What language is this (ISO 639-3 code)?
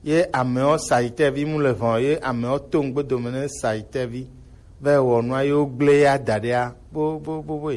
gej